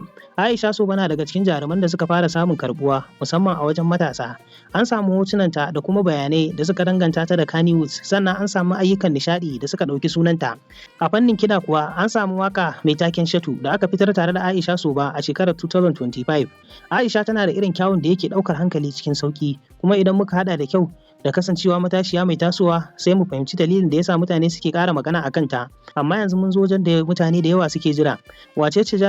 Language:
Hausa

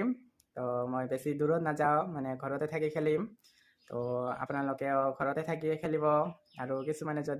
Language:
Assamese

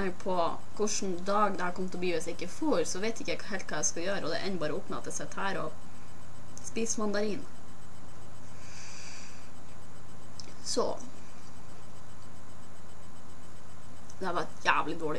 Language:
Norwegian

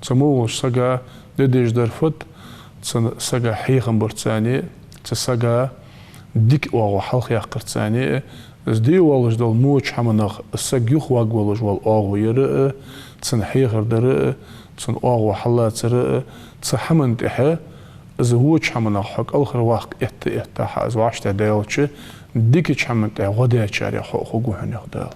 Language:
Ingush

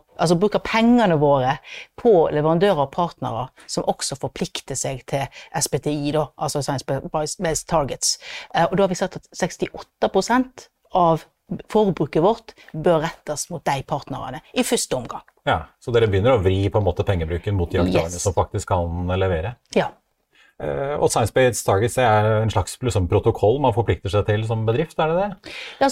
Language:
Norwegian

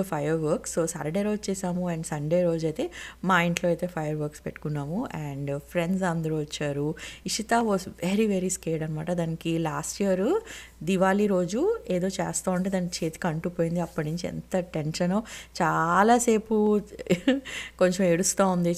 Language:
Telugu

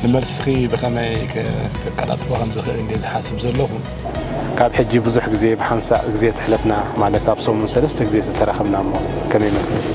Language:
Tigrinya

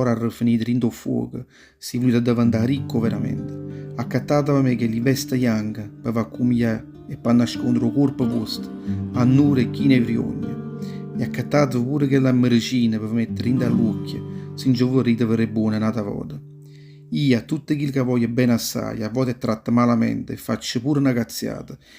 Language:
Neapolitan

